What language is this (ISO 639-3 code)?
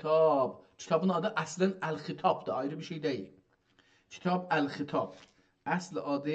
azb